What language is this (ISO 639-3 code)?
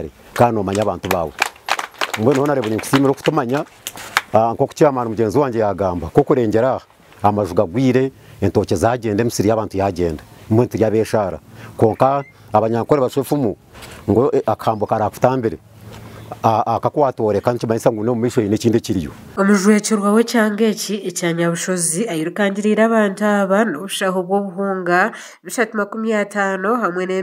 nyn